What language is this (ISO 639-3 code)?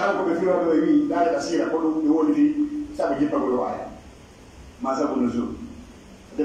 fuf